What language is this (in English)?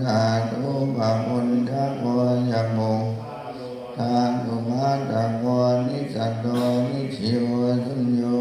Pali